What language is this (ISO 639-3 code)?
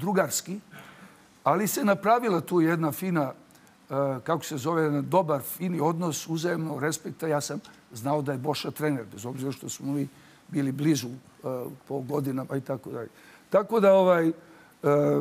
srp